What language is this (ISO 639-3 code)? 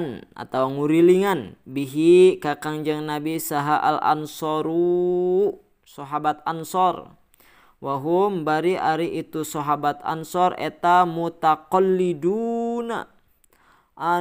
sun